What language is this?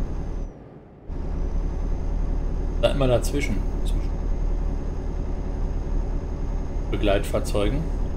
German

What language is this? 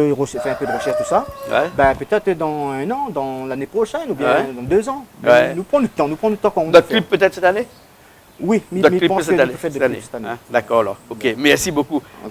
Réunion Creole French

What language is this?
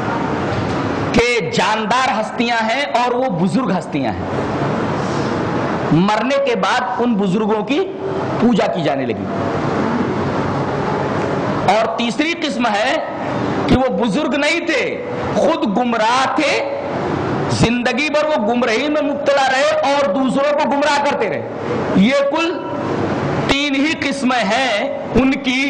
Urdu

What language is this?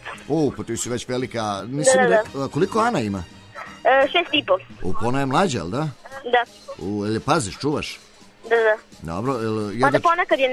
Serbian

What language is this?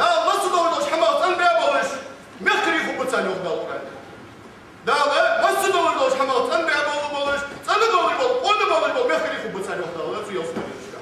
Ingush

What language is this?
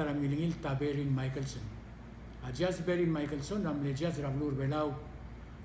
Palauan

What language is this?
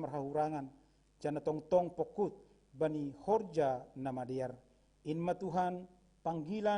Batak Simalungun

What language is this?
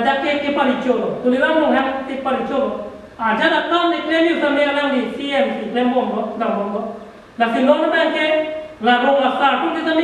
Karbi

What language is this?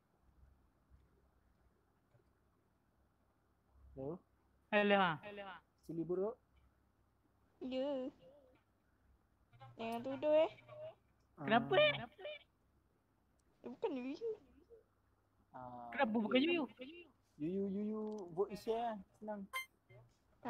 Malay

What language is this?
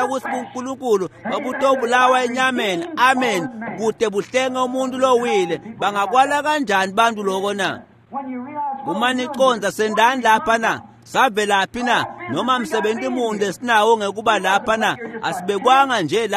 Swati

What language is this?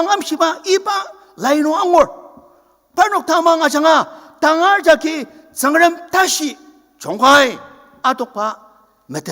Ao Naga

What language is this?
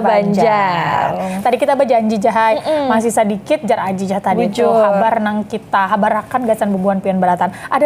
Banjar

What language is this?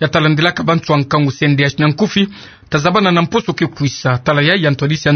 Kituba (Democratic Republic of Congo)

